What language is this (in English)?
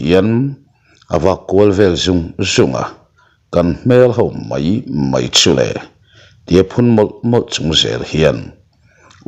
Mizo